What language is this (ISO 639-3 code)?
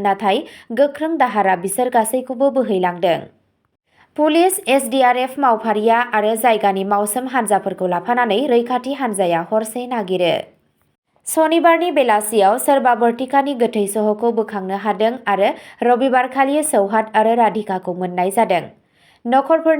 brx